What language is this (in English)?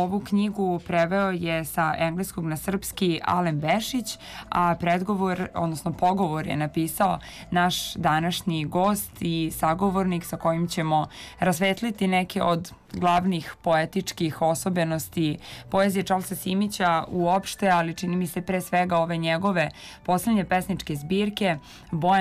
Serbian